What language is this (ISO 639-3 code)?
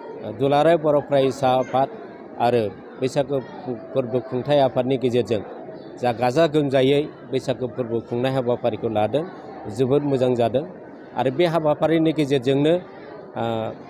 brx